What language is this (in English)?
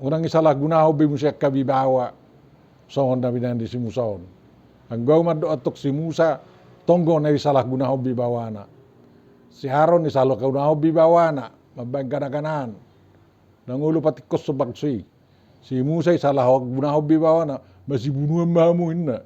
Batak Toba